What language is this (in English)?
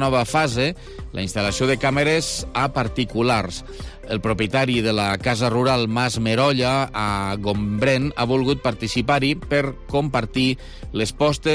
Catalan